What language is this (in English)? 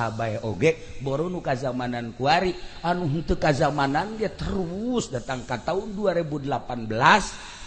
Sundanese